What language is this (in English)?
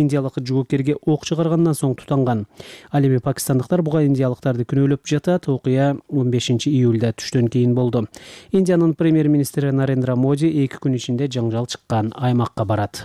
Kyrgyz